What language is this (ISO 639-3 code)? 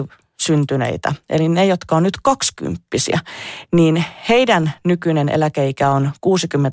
fin